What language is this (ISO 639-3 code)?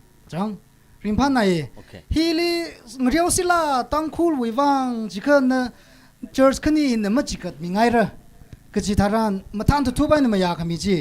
nmf